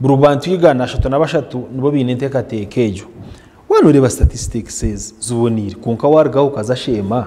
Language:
Nyankole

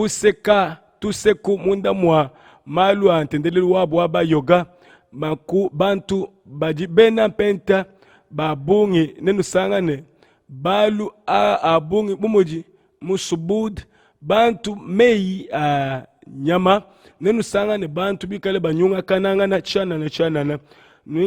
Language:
Luba-Lulua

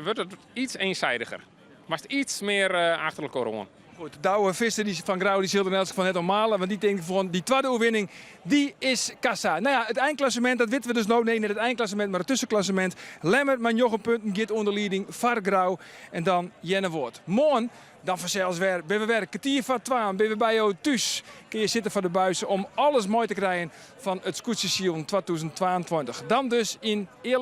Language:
Western Frisian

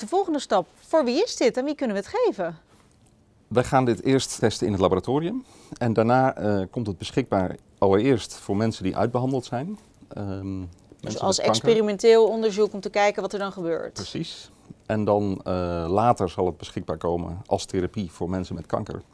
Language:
Dutch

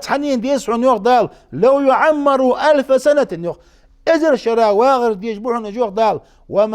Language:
Ingush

